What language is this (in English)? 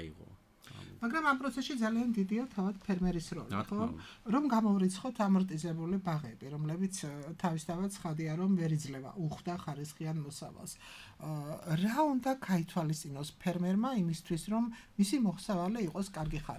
Georgian